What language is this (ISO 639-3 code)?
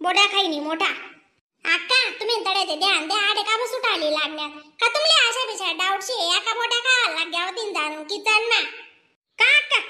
khn